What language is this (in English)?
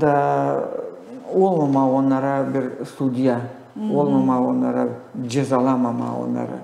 Gagauz